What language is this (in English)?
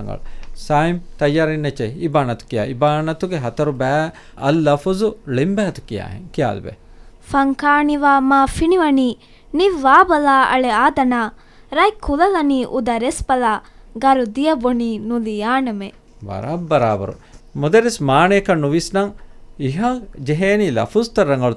Divehi